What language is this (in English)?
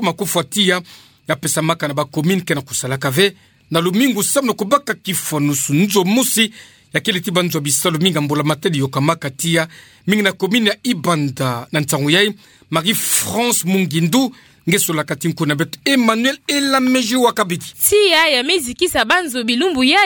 Kituba (Democratic Republic of Congo)